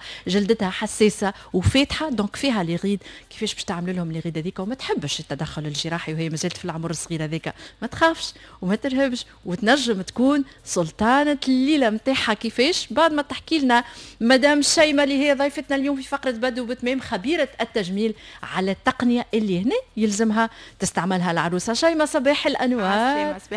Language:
Tunisian Arabic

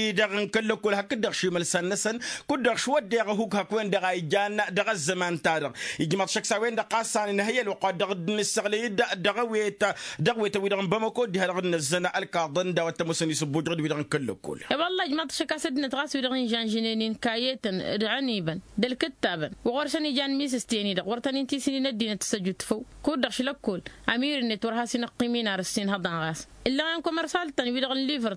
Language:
Tamasheq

